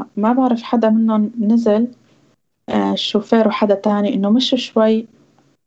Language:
North Levantine Arabic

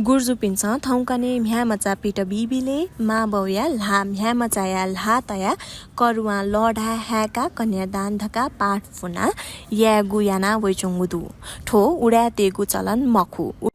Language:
Newari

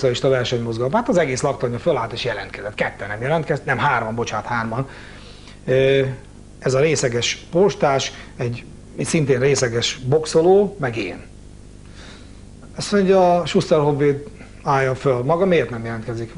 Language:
Hungarian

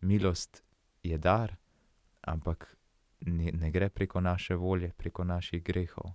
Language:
Slovenian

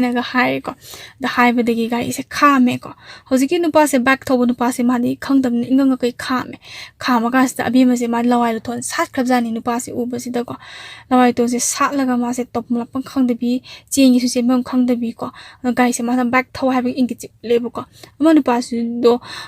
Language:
Manipuri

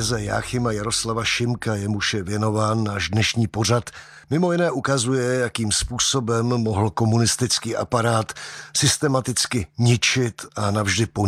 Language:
Czech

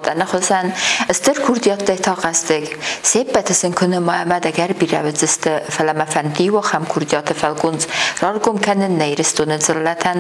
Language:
Ossetic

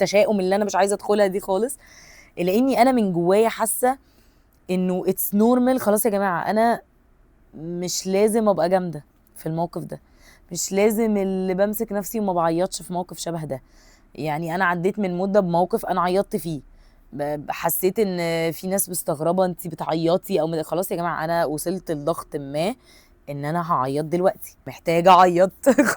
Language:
Egyptian Arabic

